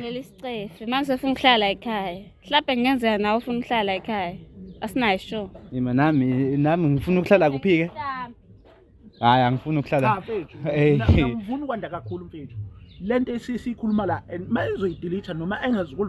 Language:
Zulu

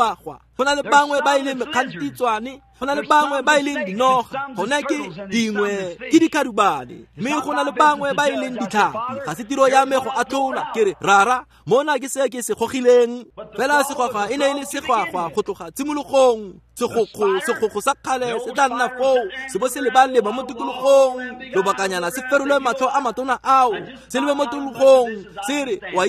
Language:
Tswana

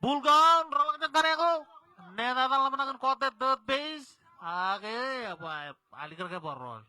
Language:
Marshallese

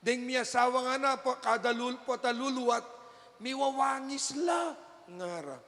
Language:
Pampanga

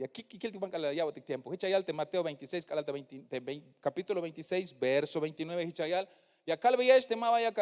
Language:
Tzeltal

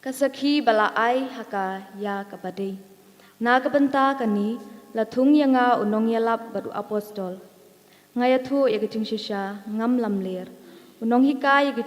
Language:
Khasi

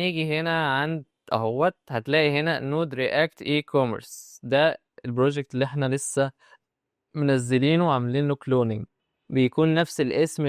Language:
Egyptian Arabic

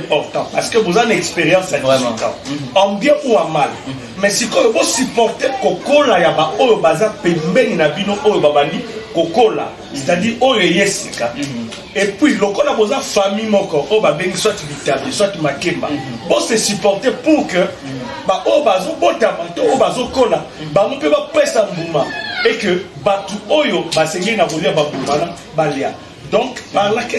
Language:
Lingala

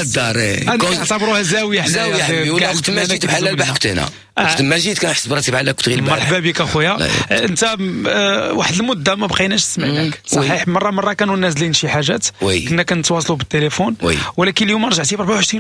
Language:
Moroccan Arabic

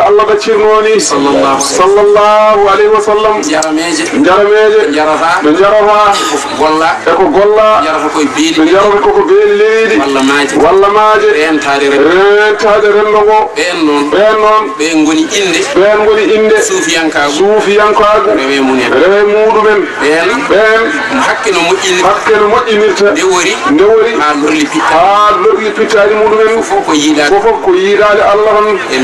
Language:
Fula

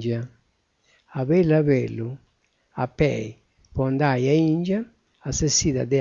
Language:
Sardinian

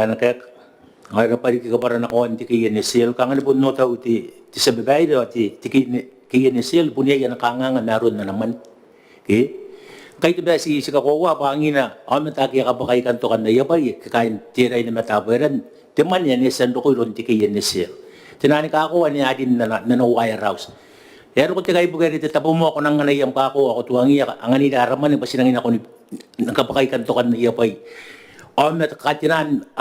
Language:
Gilbertese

